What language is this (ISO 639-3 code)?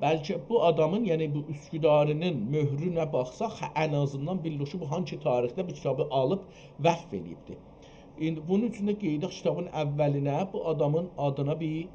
azb